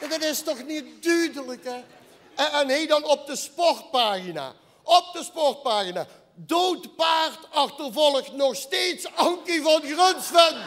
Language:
Limburgish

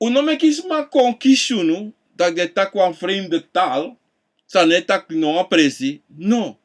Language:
Sranan Tongo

